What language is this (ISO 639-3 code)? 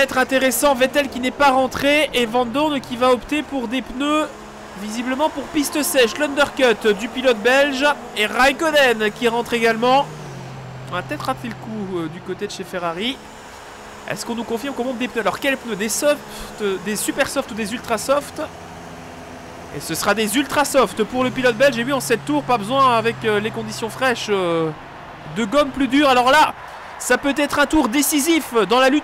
fra